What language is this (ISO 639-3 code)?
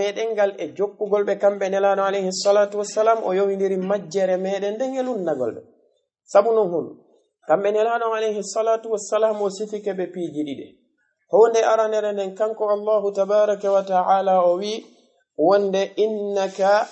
ful